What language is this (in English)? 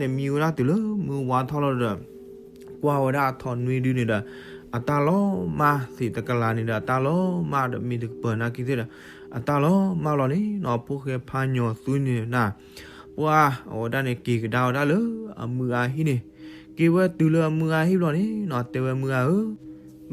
S'gaw Karen